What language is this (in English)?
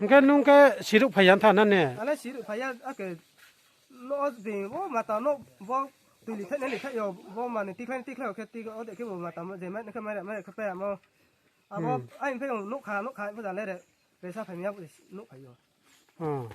Riang (India)